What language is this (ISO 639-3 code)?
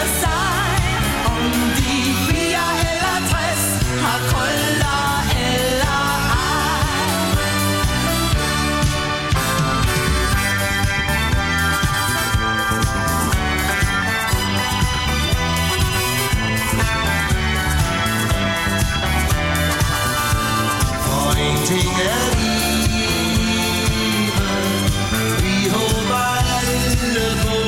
dan